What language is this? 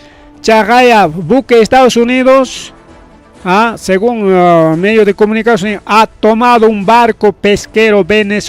Ayacucho Quechua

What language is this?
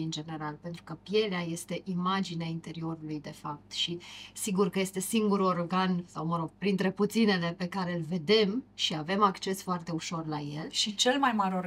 Romanian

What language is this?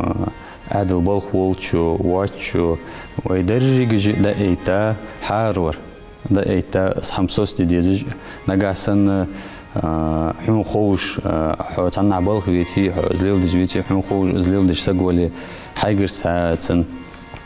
Ingush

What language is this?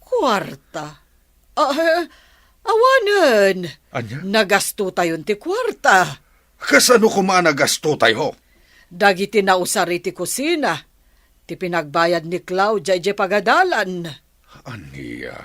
Iloko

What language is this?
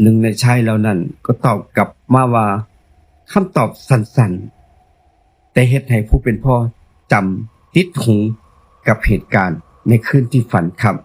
Northeastern Thai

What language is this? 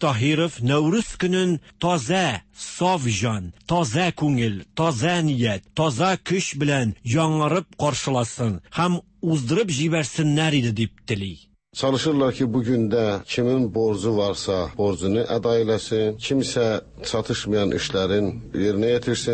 Tatar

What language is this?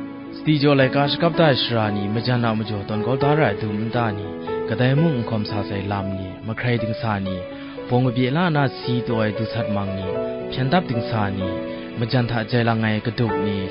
Kachin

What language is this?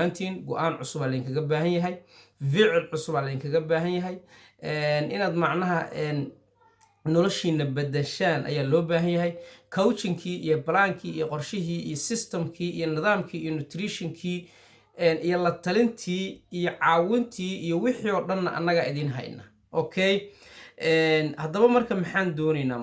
Somali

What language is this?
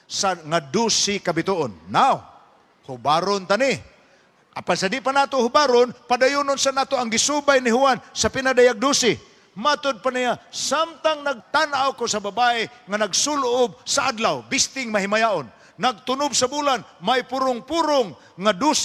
Cebuano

